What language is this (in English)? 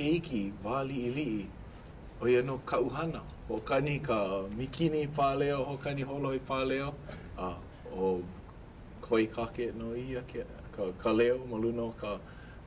Hawaiian